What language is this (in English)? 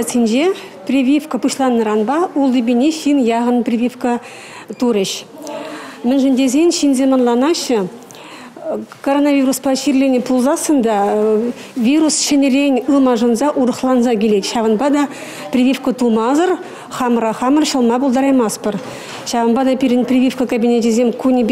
Chuvash